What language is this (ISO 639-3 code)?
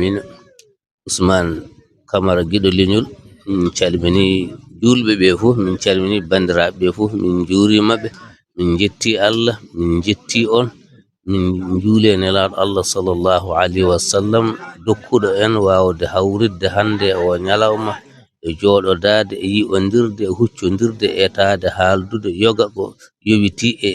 ful